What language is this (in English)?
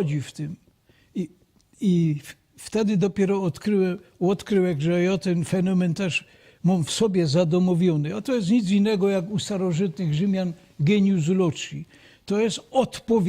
Silesian